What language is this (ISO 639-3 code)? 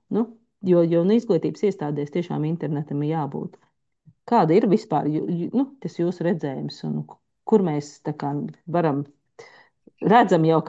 lav